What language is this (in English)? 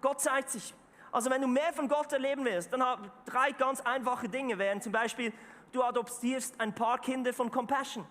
Swiss German